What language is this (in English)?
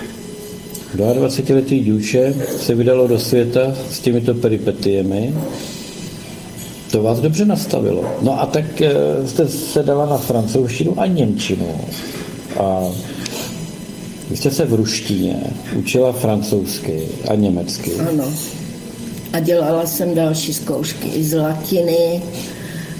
Czech